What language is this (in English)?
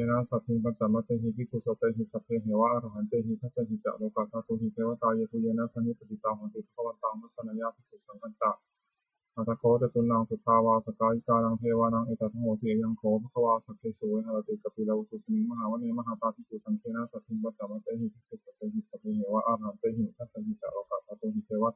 Pali